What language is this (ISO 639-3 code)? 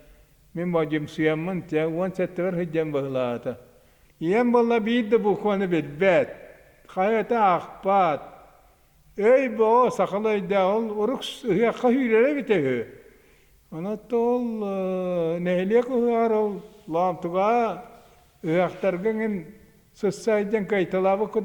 sah